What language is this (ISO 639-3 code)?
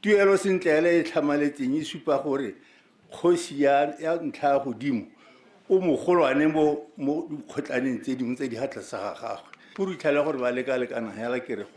tsn